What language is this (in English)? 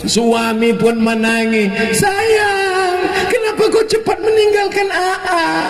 Minangkabau